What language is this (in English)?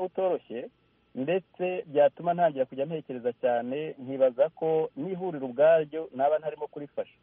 Kinyarwanda